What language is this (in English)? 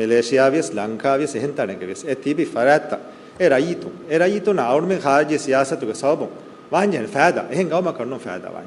Divehi